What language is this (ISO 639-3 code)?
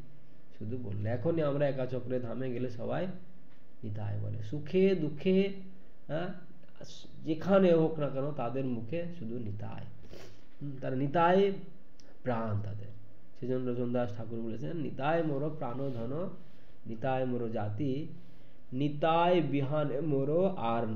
ben